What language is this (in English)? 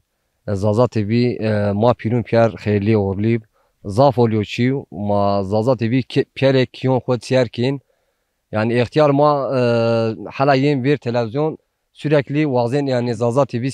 Zaza